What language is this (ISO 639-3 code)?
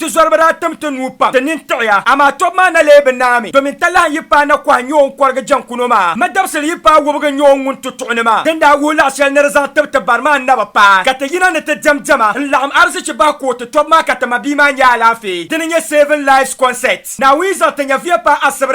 dag